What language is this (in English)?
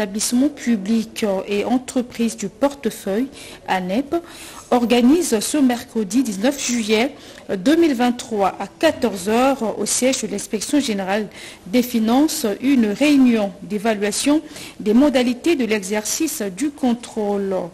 French